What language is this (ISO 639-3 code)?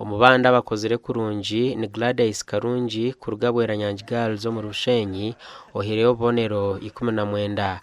nyn